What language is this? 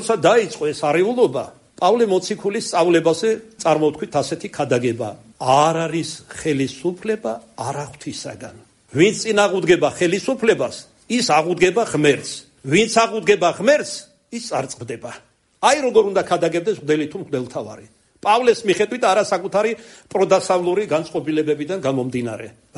Georgian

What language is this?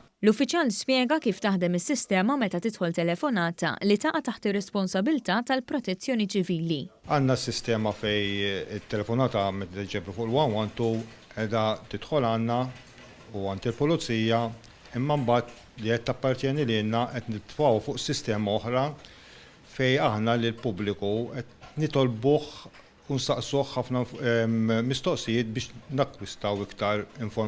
Maltese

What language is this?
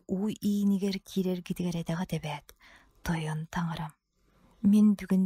Yakut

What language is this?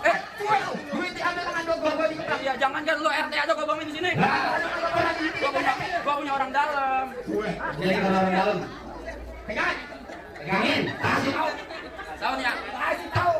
Betawi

